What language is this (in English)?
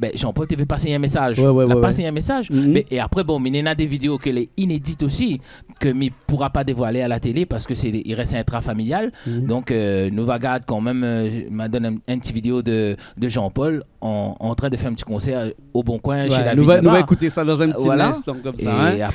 Réunion Creole French